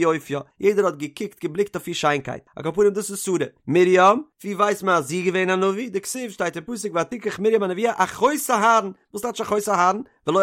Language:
Yiddish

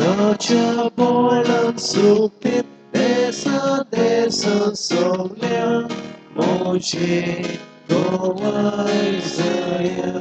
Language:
Konkani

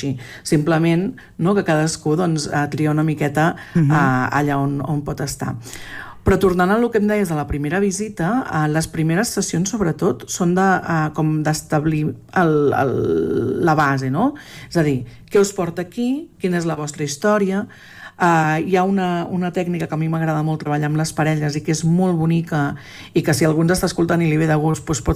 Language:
Catalan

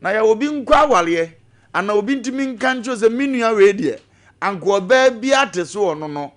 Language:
Akan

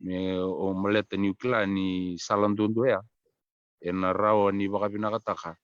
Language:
Fijian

